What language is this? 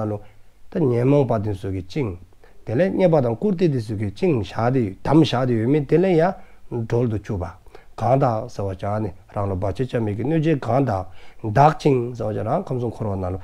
Dzongkha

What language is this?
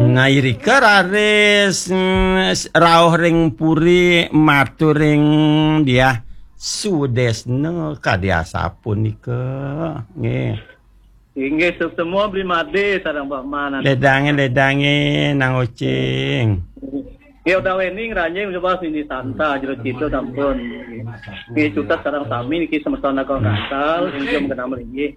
Balinese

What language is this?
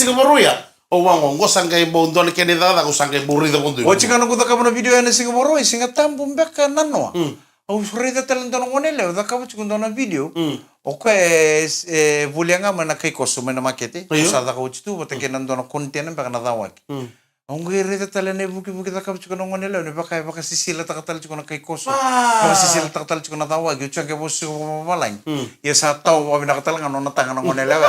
Fijian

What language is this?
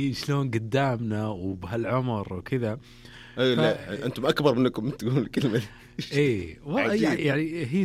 Najdi Arabic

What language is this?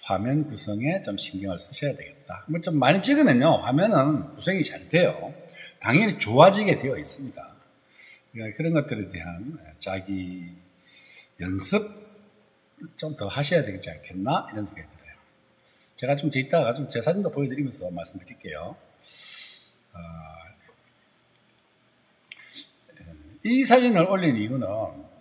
Korean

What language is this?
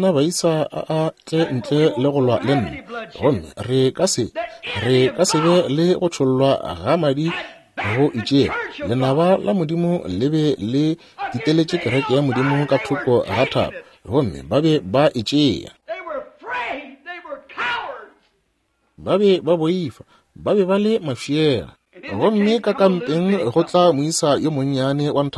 Northern Sotho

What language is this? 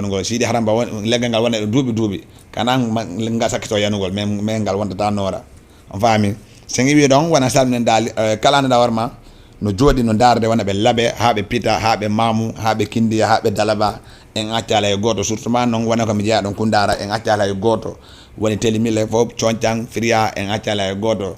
Fula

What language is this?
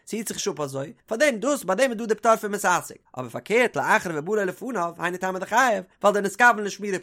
Yiddish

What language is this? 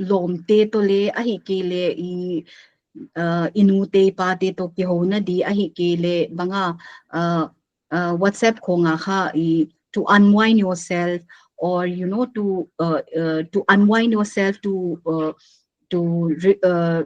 Paite Chin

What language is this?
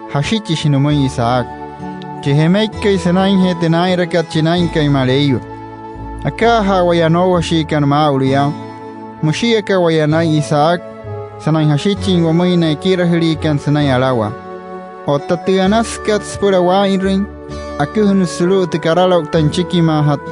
Wayuu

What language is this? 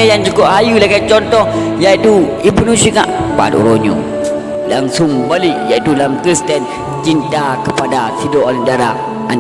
Achinese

